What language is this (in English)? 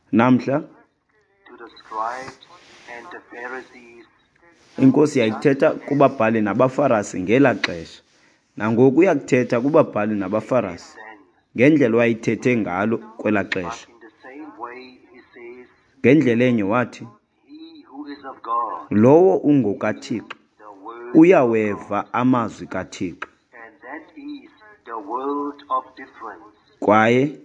Xhosa